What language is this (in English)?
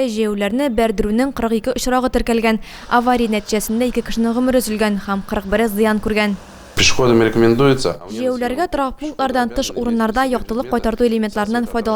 Tatar